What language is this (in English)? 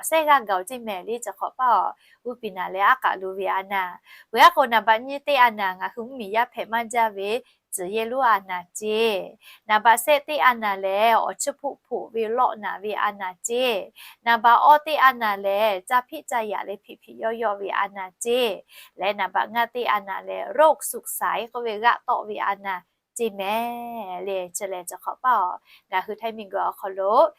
Lahu